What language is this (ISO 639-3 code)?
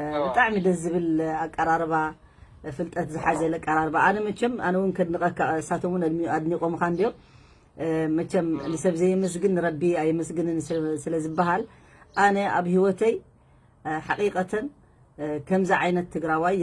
tir